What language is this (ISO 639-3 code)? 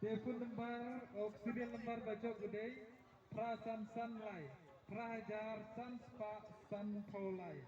kha